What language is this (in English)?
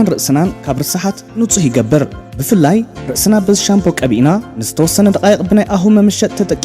Tigrinya